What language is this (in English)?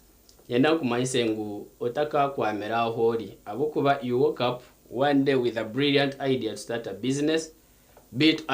Nyankole